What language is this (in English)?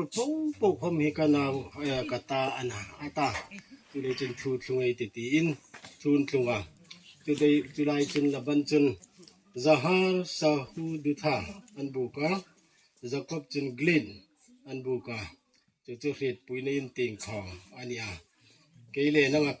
Hmar